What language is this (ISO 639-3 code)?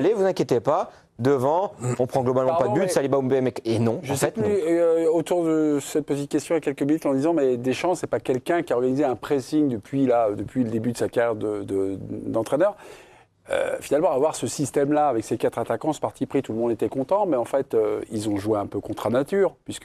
fra